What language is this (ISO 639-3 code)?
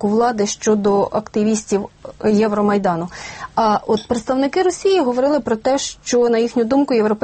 ukr